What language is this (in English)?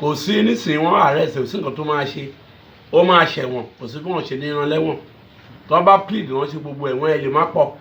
Yoruba